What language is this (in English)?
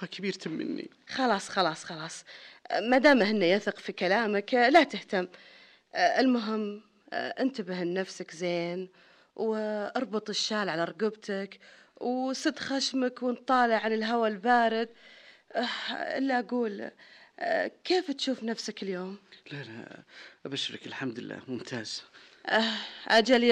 Najdi Arabic